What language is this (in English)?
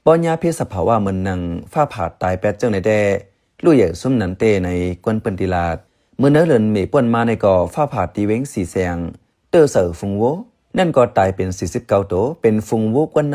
Shan